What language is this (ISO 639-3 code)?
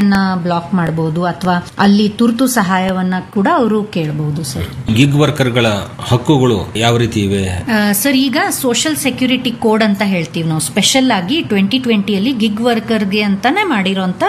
kan